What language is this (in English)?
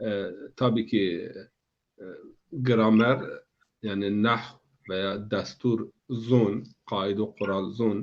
Zaza